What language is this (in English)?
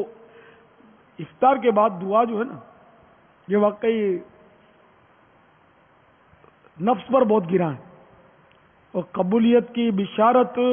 Urdu